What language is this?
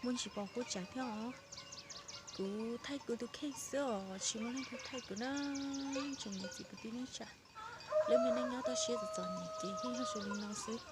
Hmong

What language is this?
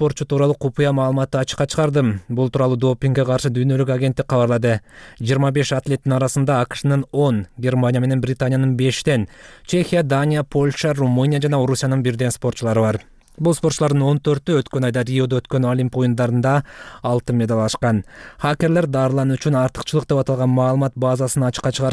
Kyrgyz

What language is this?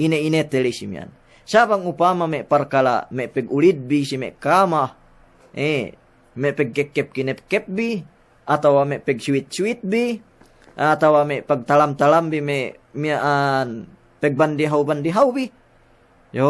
Yakan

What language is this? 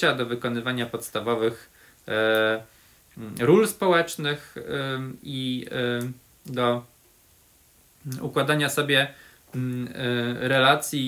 Polish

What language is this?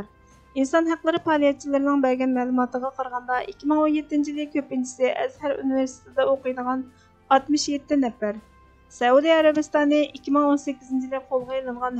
Uyghur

